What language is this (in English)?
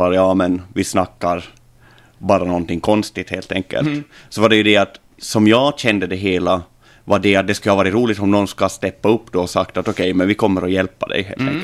Swedish